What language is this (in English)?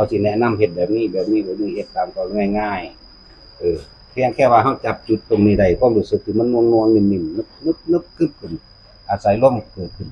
Northeastern Thai